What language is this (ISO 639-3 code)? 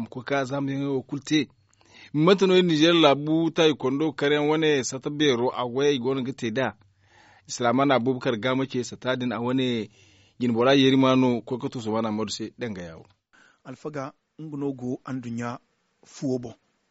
dje